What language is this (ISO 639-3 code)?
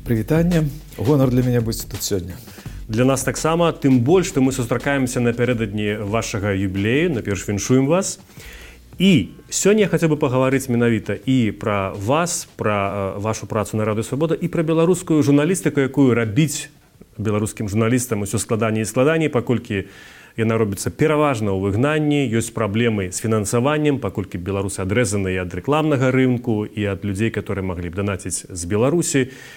bel